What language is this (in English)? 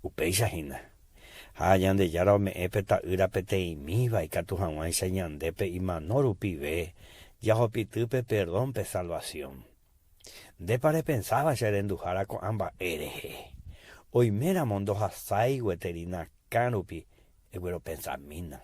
Guarani